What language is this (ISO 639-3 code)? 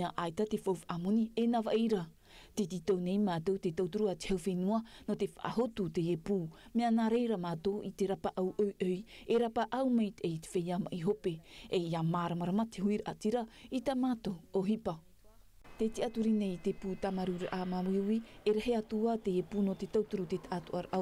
tah